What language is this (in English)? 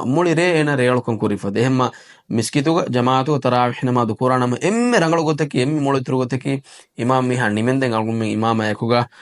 Divehi